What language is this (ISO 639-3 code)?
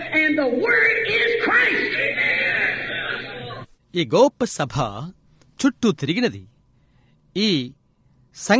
tel